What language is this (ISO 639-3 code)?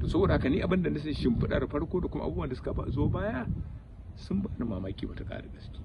hau